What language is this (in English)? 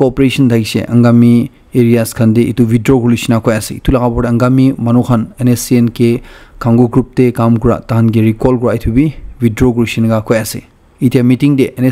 Naga Pidgin